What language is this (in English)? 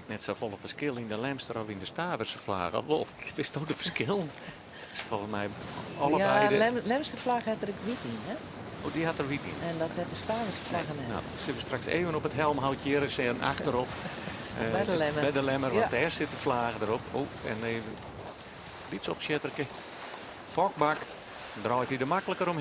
Western Frisian